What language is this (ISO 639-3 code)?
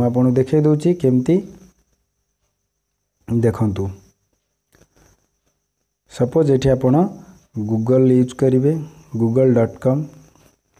ori